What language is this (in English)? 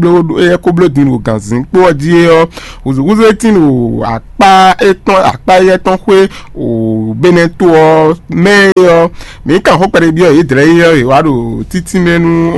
Fon